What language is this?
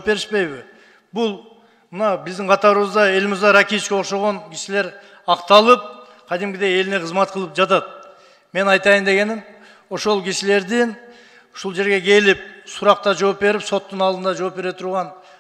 Kyrgyz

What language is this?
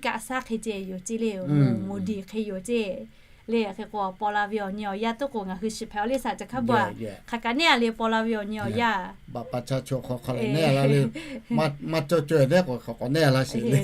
Lahu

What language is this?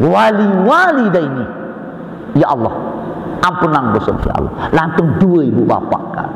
Sasak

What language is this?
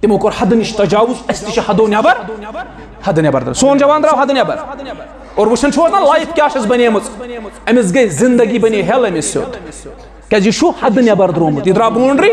Kashmiri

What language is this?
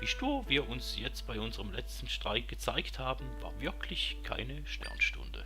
Swiss German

